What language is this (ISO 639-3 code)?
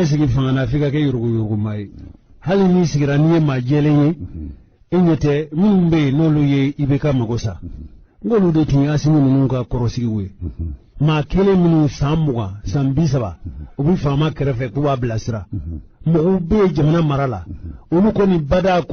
bam